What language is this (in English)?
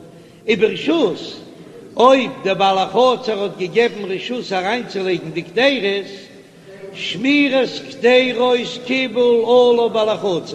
Yiddish